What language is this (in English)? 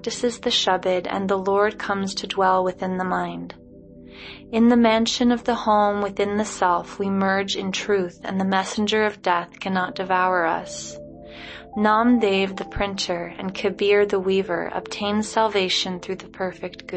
English